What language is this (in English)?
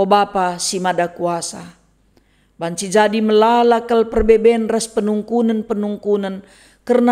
Batak Karo